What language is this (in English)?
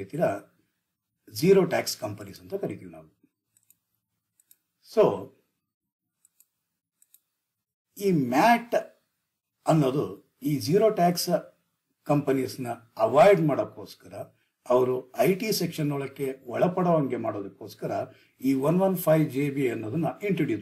Kannada